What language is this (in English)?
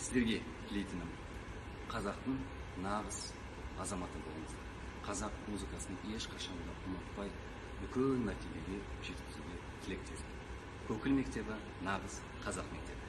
Kazakh